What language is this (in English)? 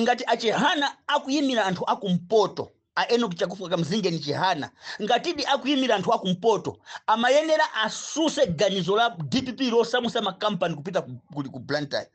Nyanja